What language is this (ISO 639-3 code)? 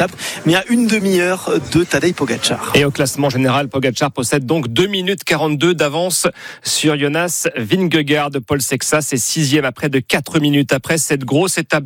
fra